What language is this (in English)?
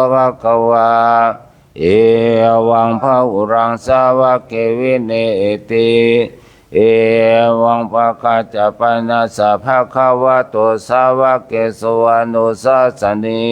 Pali